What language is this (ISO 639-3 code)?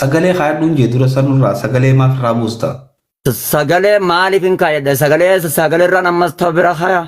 orm